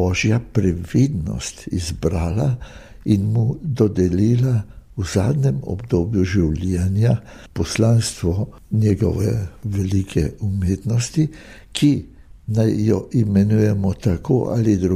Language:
Slovenian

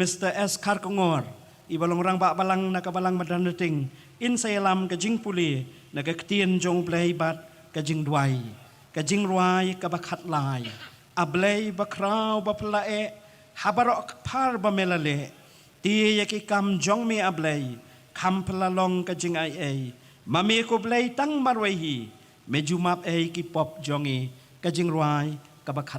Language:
Khasi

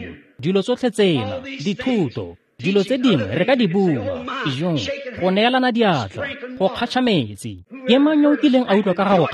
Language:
Tswana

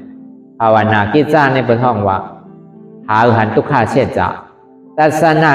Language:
Shan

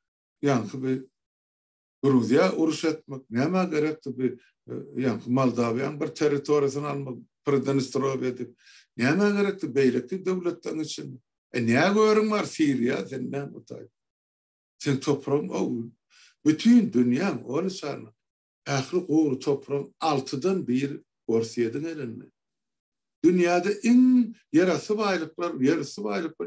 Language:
Turkmen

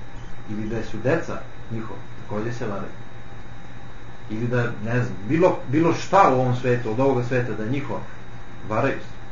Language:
Serbian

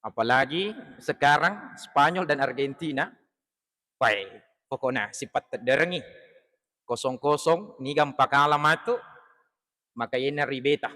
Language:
Buginese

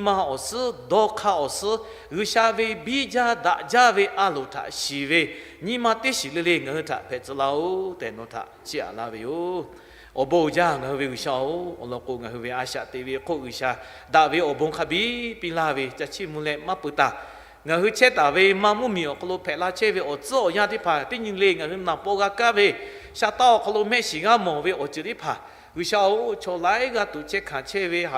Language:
Lahu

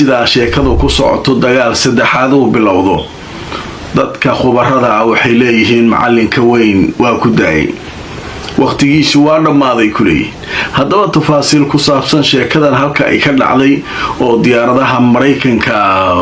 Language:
Somali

